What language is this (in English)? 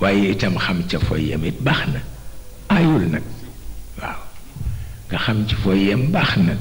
Wolof